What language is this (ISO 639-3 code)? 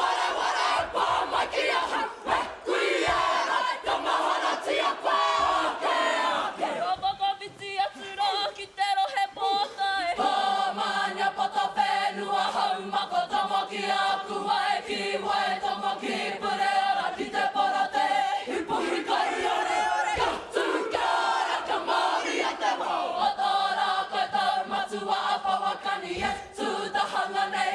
mri